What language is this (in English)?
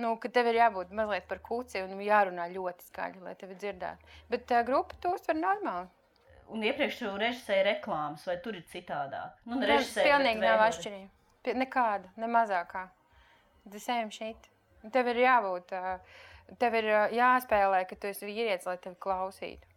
Latvian